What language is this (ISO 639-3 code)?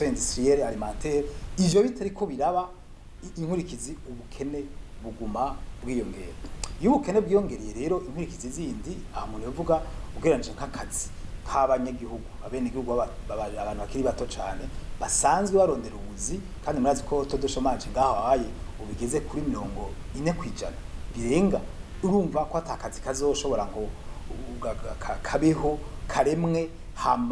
run